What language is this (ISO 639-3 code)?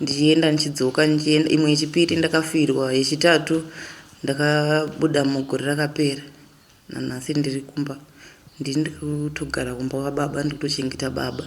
sna